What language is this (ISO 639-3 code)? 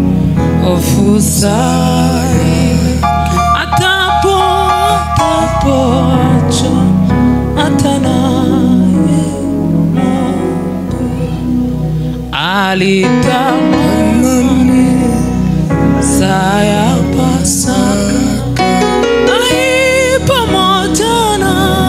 swa